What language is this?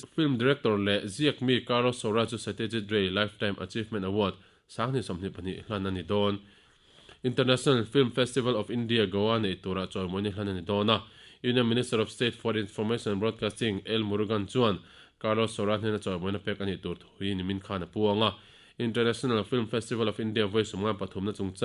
Mizo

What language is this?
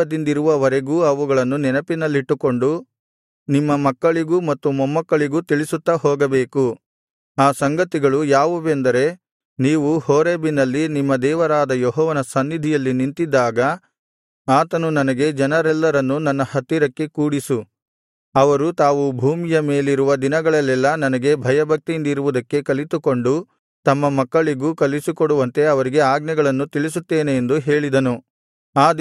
Kannada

